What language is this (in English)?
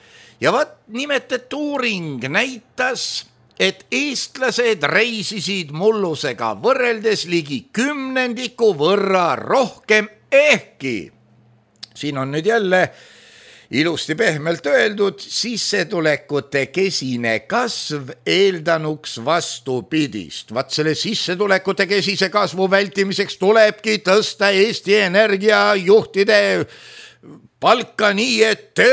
Estonian